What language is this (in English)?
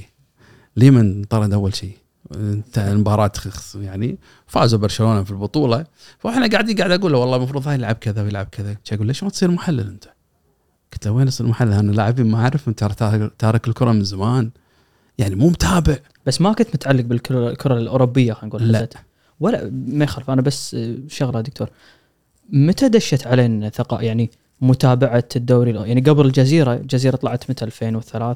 Gulf Arabic